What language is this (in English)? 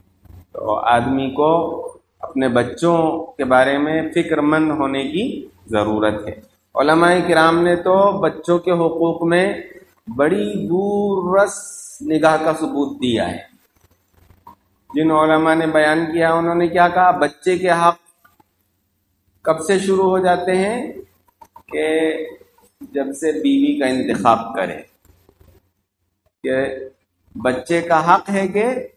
Urdu